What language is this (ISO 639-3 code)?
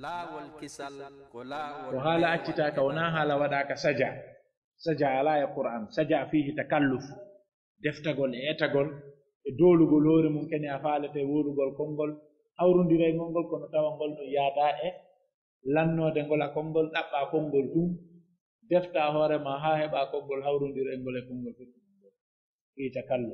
fuf